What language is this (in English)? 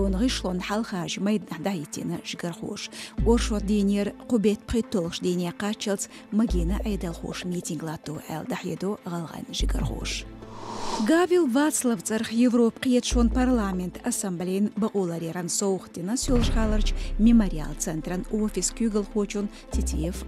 Chechen